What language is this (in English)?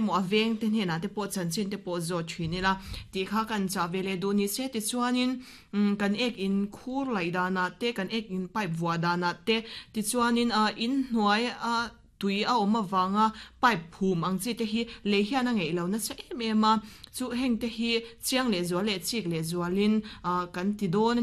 Mizo